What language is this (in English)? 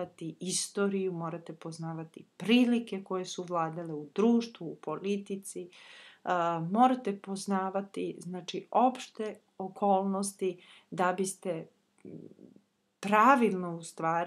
Serbian